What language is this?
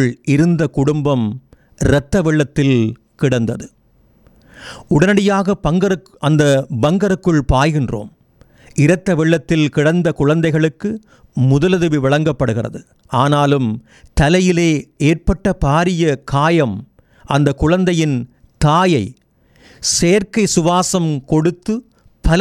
Tamil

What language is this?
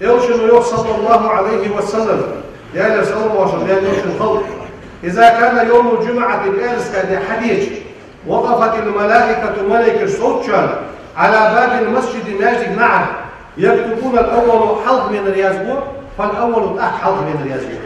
Ingush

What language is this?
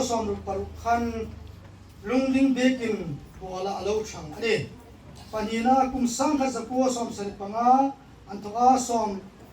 Hmar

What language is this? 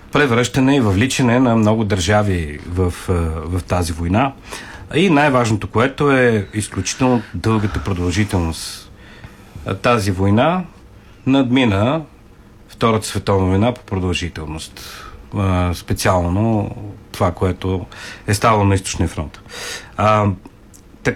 Bulgarian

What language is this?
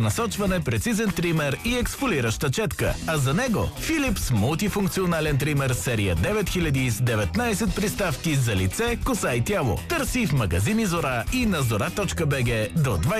Bulgarian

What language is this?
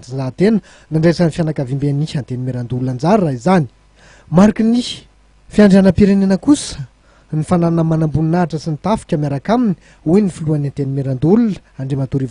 Malagasy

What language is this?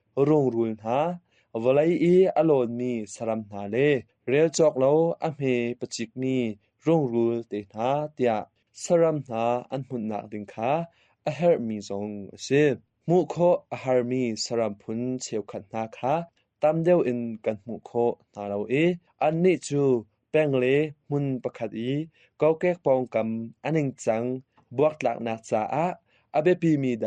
Hakha Chin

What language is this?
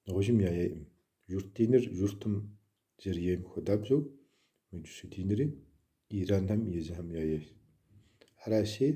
Kabardian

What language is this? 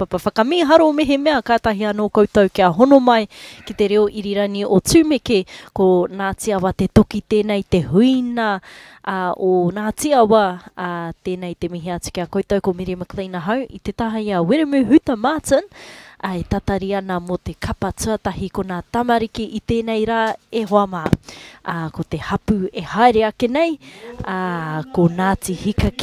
Māori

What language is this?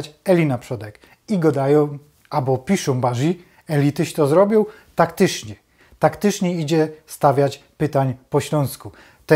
Silesian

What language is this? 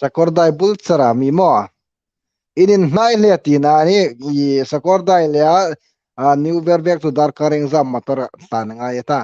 Hmar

